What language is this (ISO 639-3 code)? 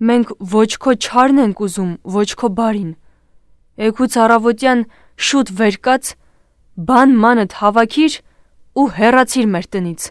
hye